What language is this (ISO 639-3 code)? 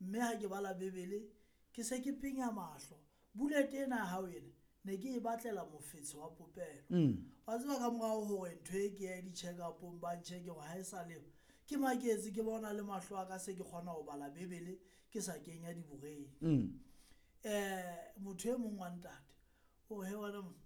sot